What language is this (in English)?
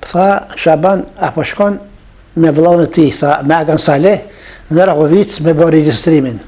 Albanian